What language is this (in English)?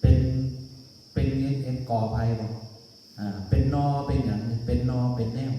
Lao